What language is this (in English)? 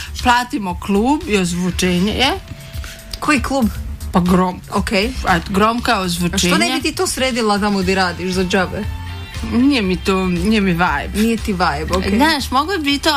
Croatian